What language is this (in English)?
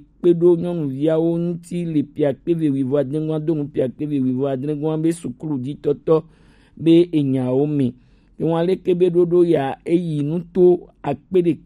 Gen